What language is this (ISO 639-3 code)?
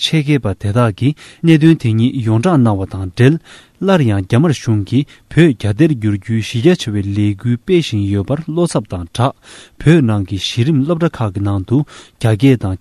bod